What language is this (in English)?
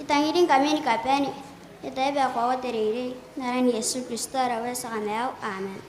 Gilbertese